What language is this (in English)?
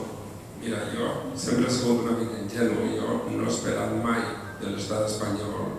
Catalan